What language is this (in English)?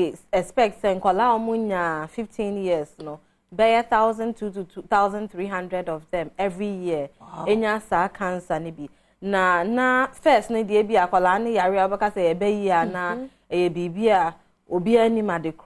Akan